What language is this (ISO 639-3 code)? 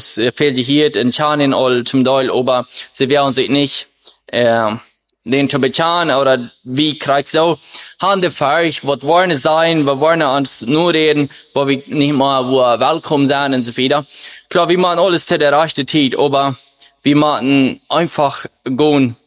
deu